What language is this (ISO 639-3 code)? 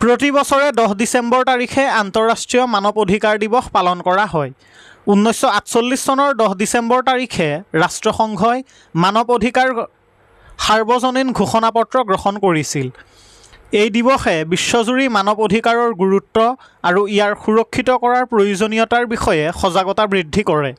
asm